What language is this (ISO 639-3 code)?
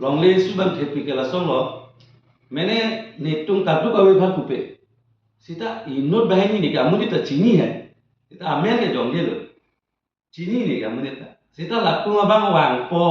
mjw